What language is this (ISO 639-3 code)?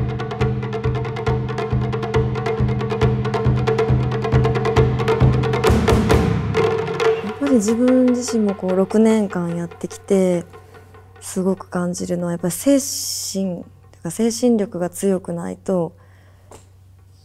jpn